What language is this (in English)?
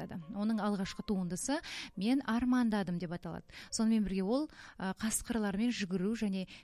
Kazakh